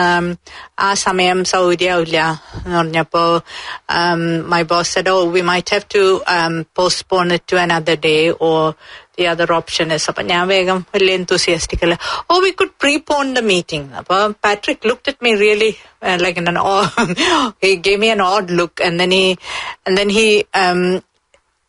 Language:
Malayalam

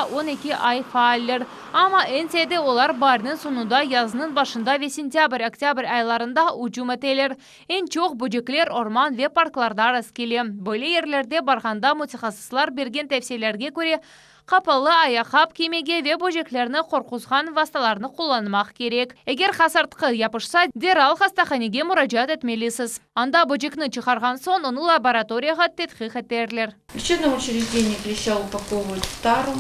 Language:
Crimean Tatar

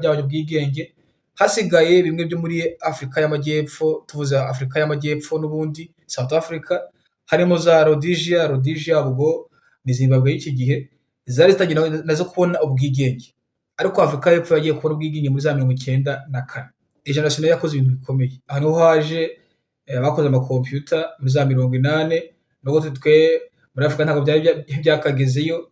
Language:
Kinyarwanda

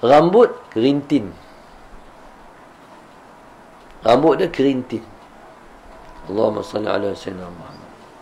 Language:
Malay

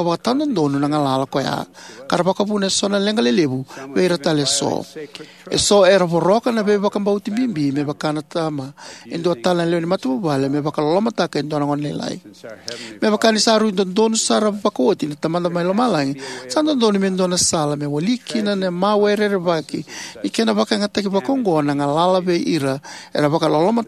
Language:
Fijian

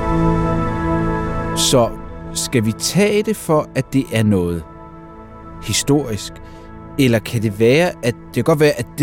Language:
Danish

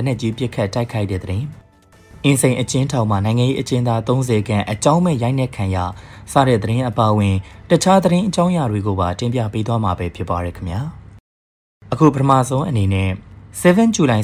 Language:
Burmese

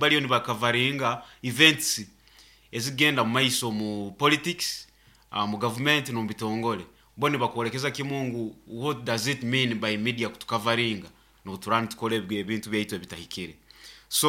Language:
Nyoro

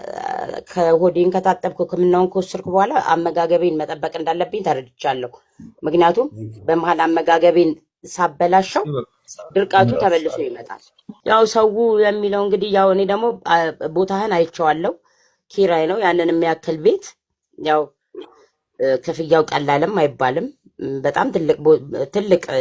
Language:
Amharic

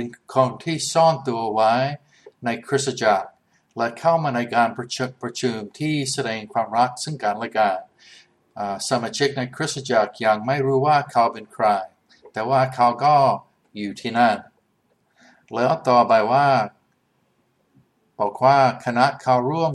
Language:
Thai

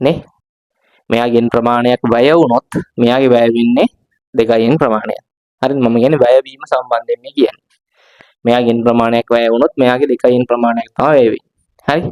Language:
Sinhala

